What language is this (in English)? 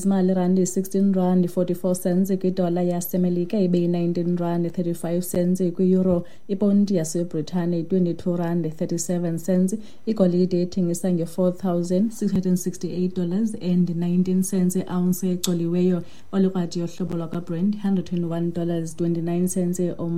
Xhosa